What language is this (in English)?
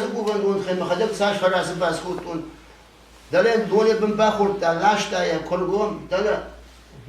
Ossetic